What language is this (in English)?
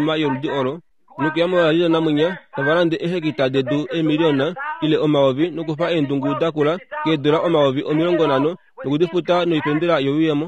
Kuanyama